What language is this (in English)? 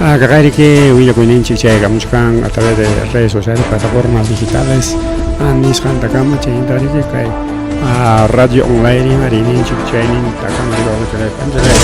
Ayacucho Quechua